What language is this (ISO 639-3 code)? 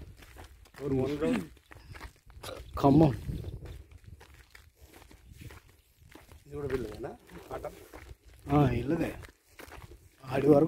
tel